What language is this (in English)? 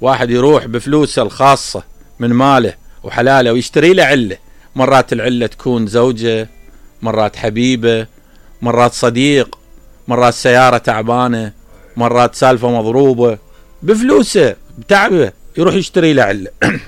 Mesopotamian Arabic